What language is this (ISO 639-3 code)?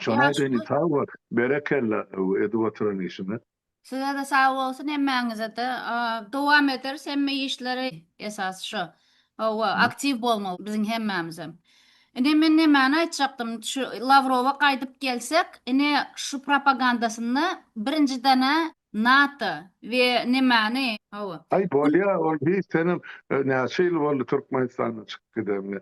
tuk